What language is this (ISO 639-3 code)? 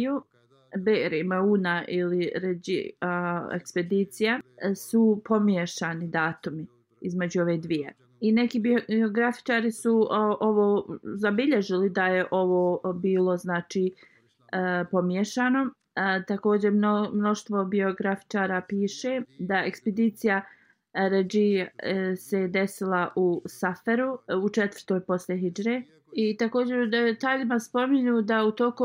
bos